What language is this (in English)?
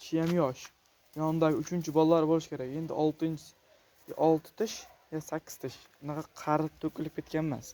Uzbek